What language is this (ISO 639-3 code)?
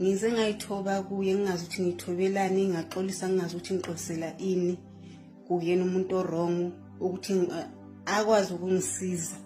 zul